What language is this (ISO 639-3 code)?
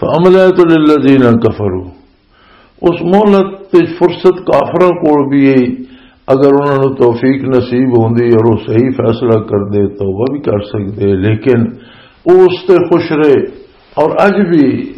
lah